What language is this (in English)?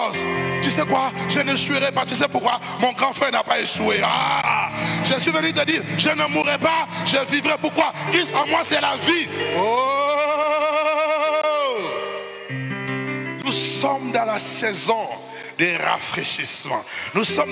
French